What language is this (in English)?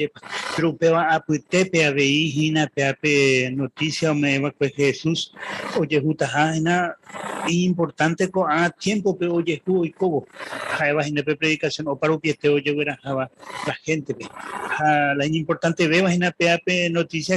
Guarani